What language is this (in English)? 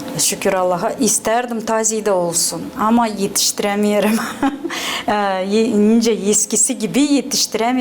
Gagauz